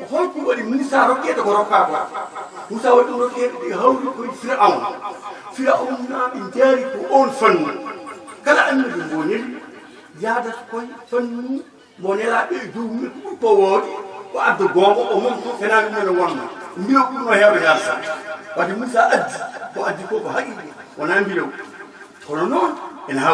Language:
Fula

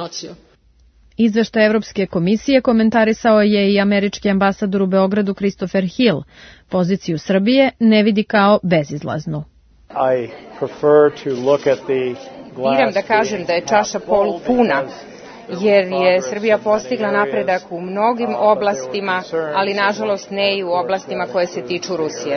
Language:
Serbian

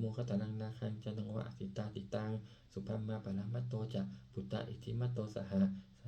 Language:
Pali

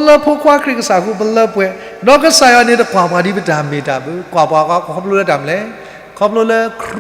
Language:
S'gaw Karen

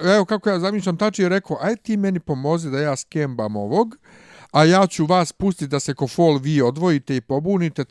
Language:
Bosnian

